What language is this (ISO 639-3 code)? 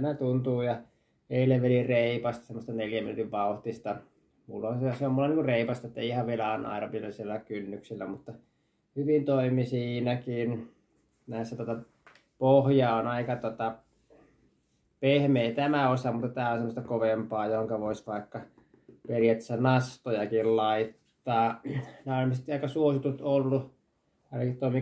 fin